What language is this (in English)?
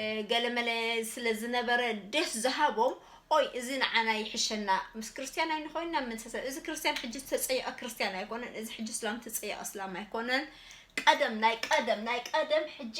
Tigrinya